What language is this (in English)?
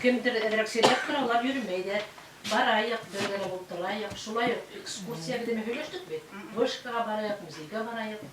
Bashkir